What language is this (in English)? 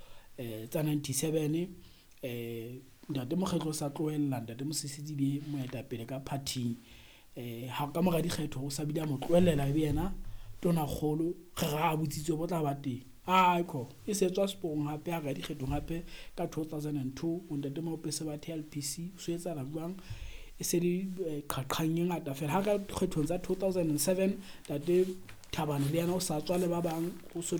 Southern Sotho